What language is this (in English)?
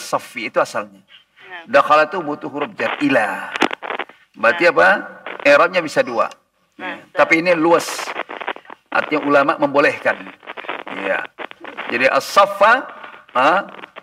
Indonesian